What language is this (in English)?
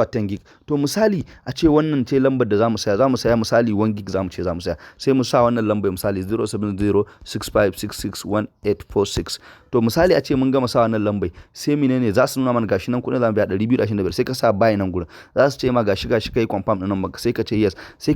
Hausa